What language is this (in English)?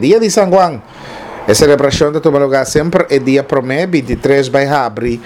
Papiamento